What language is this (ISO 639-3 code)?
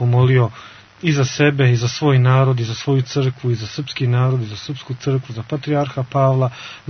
srp